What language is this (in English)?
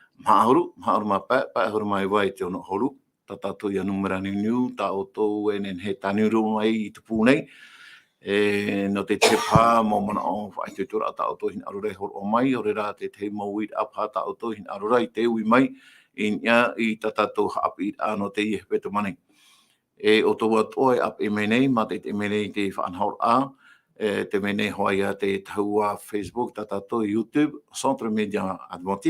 Tahitian